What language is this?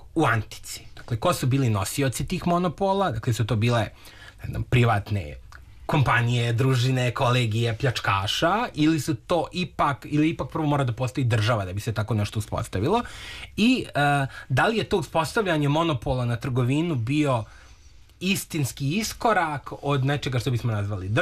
Serbian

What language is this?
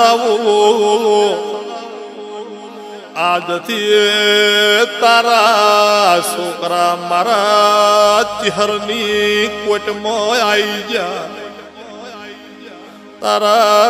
Gujarati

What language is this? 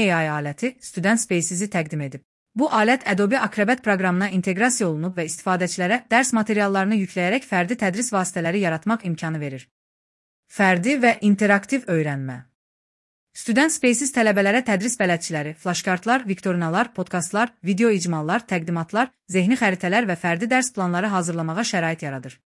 Azerbaijani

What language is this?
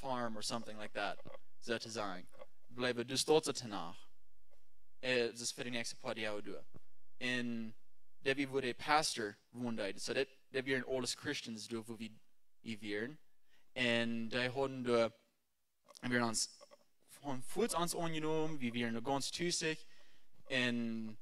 Plautdietsch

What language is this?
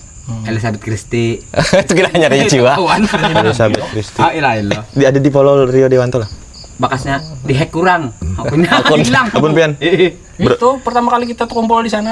Banjar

